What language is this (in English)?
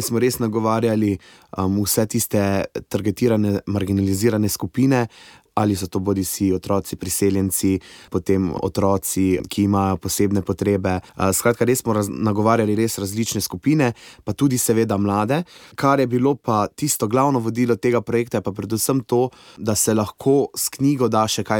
Slovenian